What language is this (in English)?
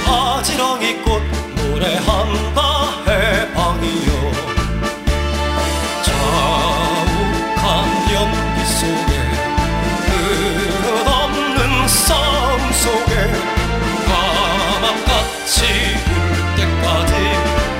Korean